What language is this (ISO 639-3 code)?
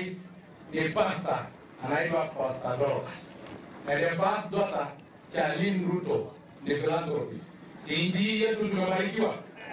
swa